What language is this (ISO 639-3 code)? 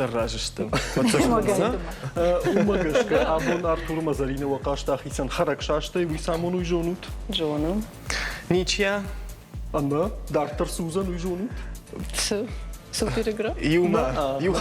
oss